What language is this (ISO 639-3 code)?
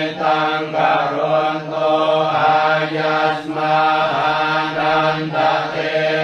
pli